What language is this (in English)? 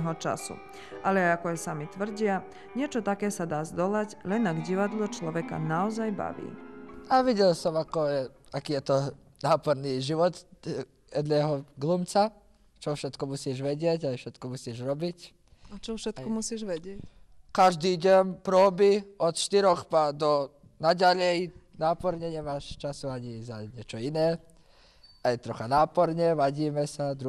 Slovak